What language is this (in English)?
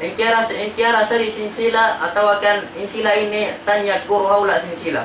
Tausug